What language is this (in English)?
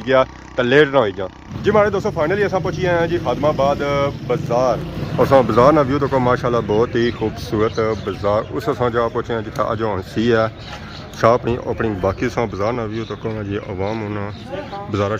Pahari-Potwari